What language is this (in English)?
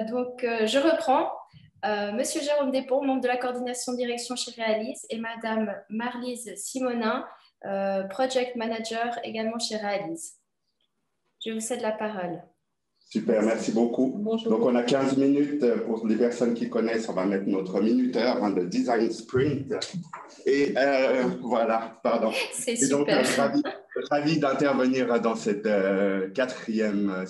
French